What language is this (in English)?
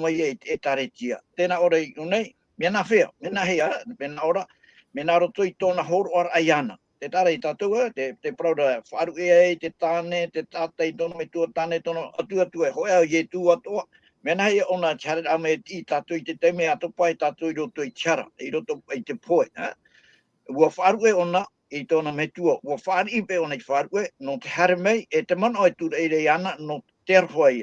Tahitian